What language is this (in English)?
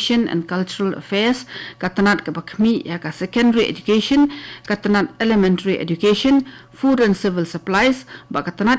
Khasi